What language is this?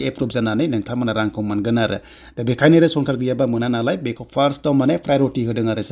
Bodo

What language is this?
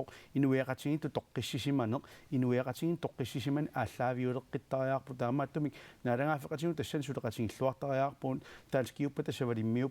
Kalaallisut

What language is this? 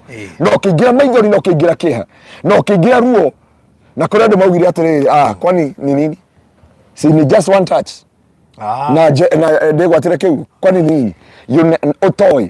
Kikuyu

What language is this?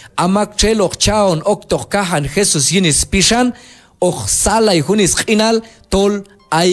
Q'anjob'al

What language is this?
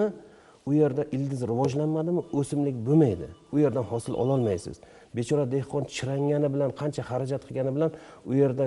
Uzbek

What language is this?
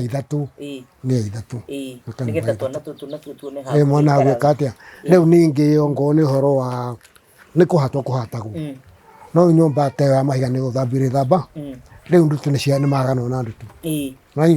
Kikuyu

